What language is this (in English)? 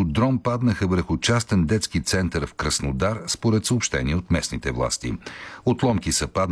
Bulgarian